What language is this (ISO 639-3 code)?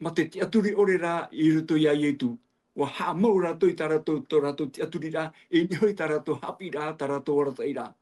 tah